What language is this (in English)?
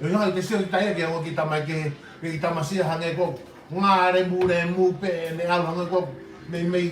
Tongan